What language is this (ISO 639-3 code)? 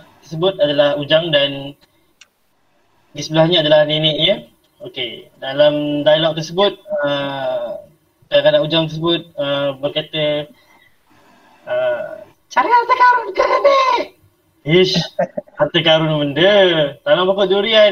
msa